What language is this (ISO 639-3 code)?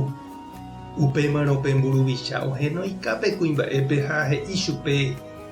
grn